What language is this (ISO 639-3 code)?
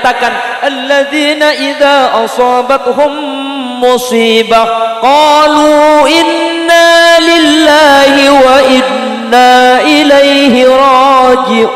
mad